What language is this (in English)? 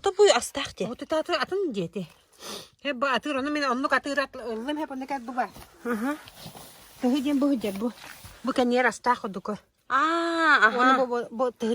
Yakut